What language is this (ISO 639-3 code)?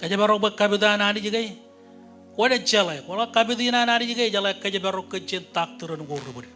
mah